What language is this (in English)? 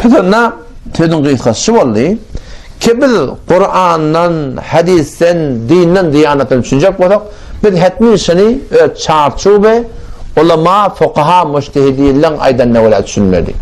Turkmen